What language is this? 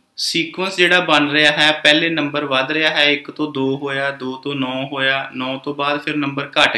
Punjabi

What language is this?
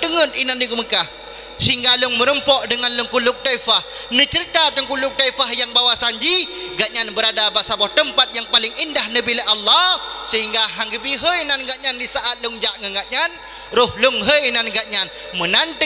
Achinese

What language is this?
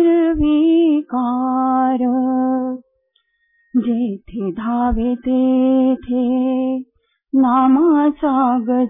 Marathi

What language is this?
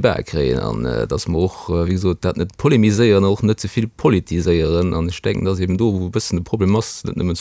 Luxembourgish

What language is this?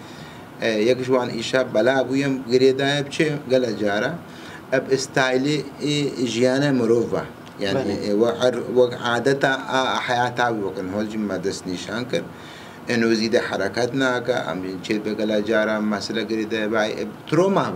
Kurdish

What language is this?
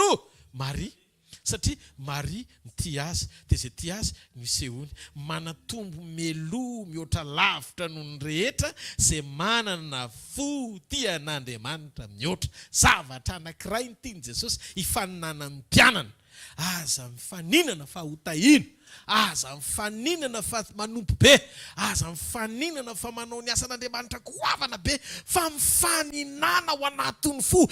Malagasy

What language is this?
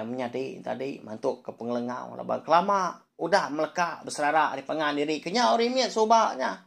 Iban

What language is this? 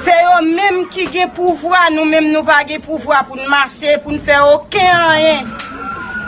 Haitian Creole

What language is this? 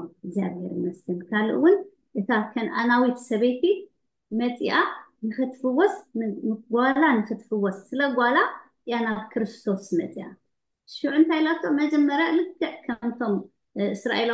Tigrinya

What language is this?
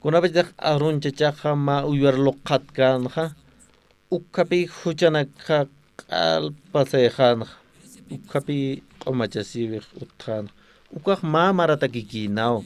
Aymara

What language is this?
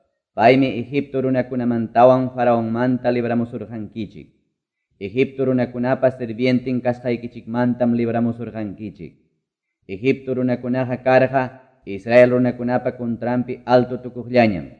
Quechua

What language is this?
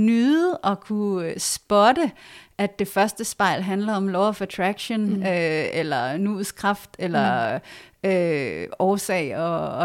Danish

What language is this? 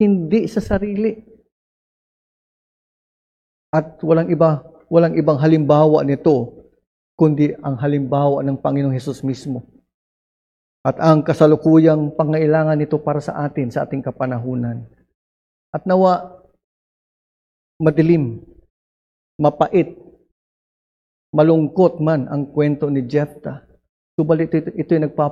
Filipino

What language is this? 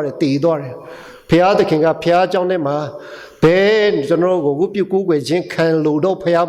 Lahu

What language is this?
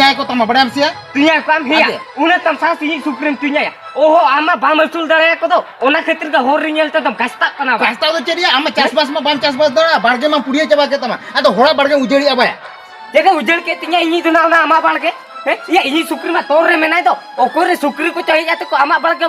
Santali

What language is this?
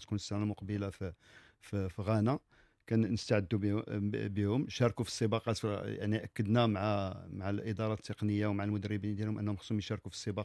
Moroccan Arabic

